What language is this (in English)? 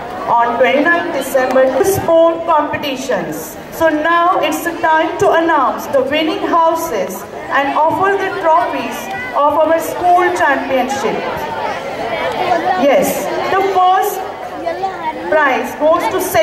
English